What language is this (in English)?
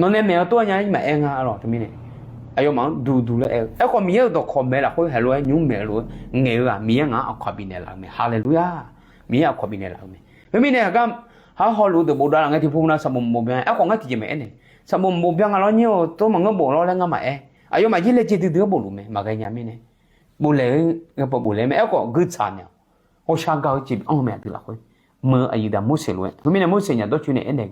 Akha